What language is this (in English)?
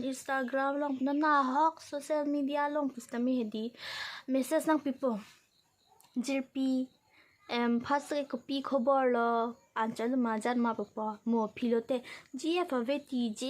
Karbi